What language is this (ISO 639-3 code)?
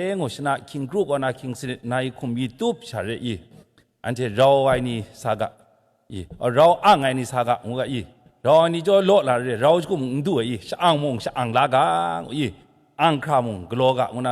kac